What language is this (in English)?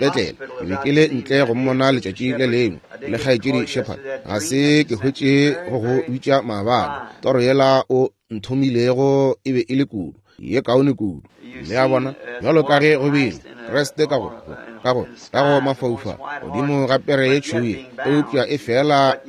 Northern Sotho